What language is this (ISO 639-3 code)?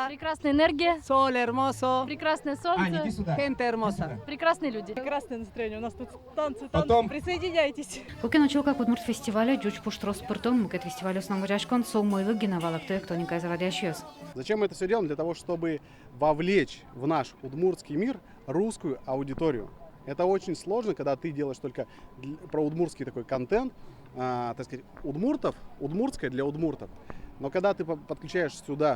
udm